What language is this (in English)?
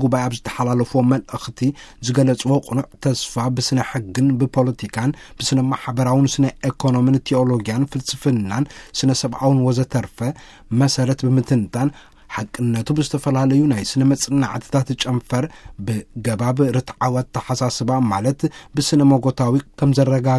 Tigrinya